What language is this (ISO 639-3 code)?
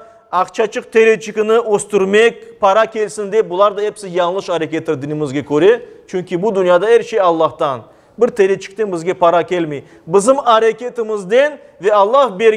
crh